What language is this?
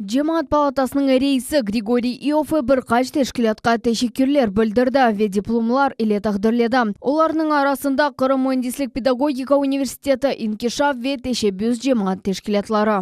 Crimean Tatar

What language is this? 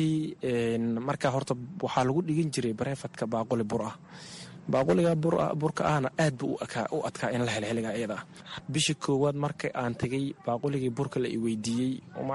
Somali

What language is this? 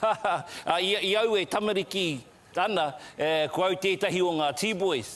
Māori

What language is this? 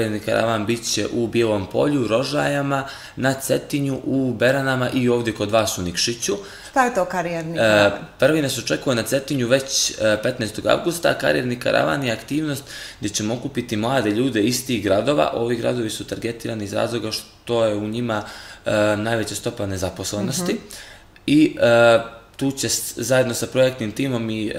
Serbian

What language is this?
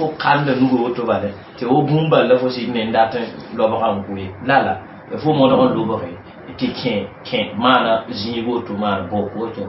Mossi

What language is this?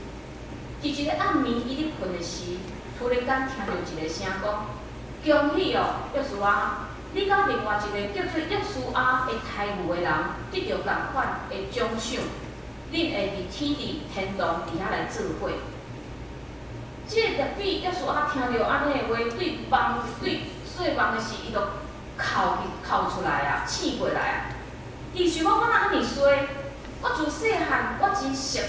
Min Nan Chinese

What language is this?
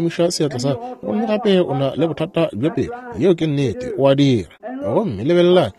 Northern Sotho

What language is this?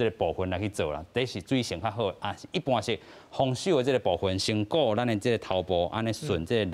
Min Nan Chinese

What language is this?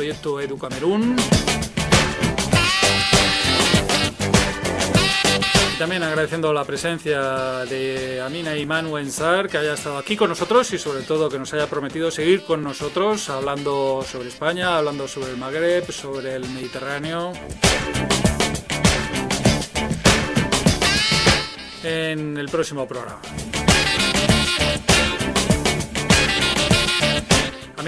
Spanish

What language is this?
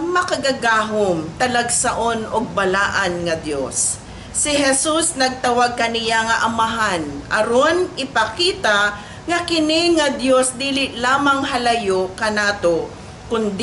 Cebuano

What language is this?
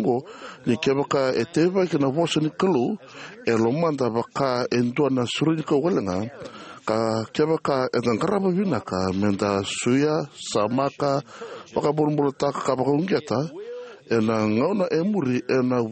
Fijian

